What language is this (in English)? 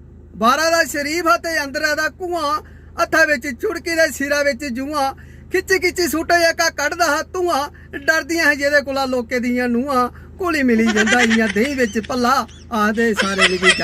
Dogri